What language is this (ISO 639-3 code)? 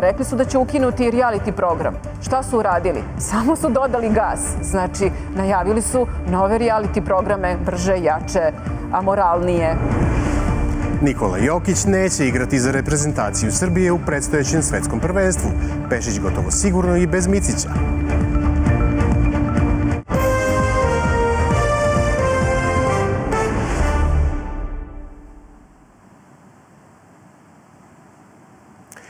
srp